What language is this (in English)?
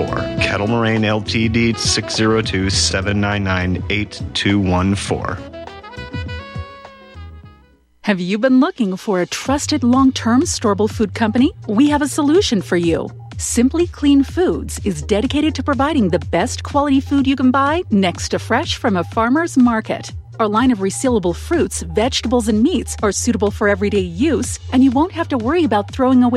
English